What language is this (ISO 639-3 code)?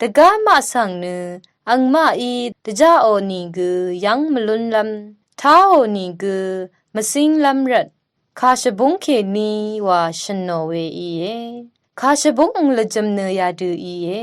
raw